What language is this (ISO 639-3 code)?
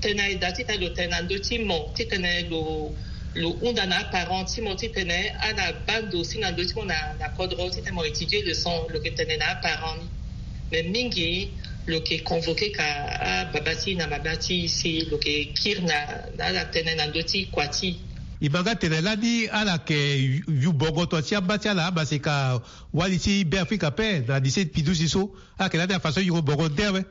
sag